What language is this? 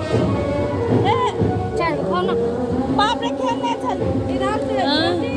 Maithili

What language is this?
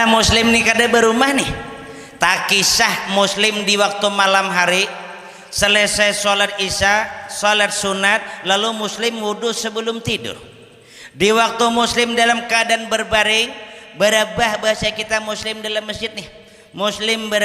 Banjar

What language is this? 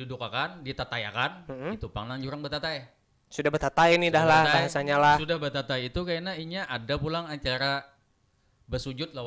Banjar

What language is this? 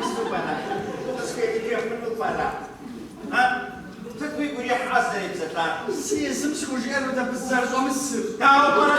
Kabardian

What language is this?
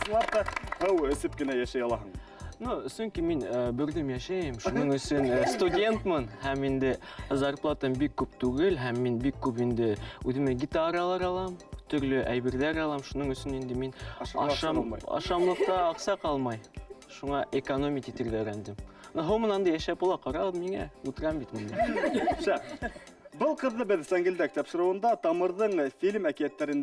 Bashkir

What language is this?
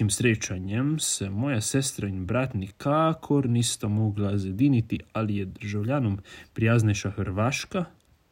Slovenian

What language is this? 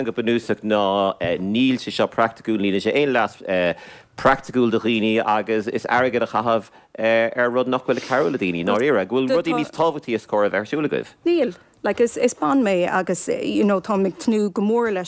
Irish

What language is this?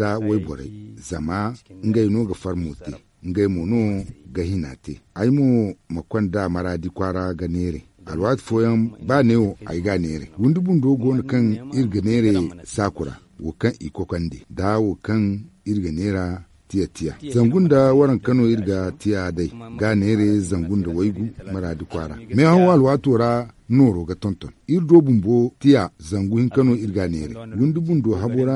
Zarma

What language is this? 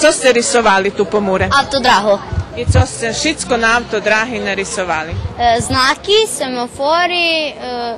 Rusyn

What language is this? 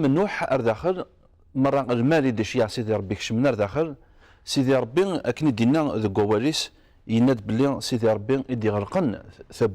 Kabyle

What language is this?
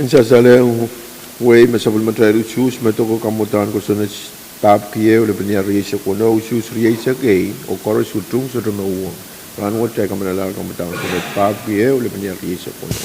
Pohnpeian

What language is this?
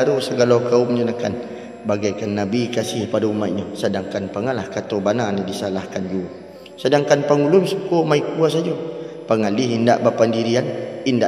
Minangkabau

